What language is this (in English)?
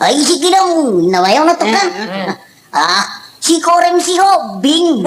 Batak Toba